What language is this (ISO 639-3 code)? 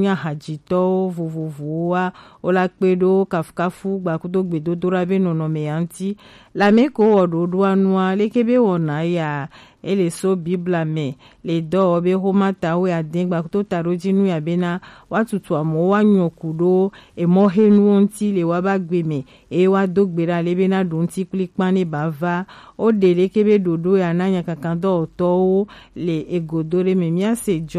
gej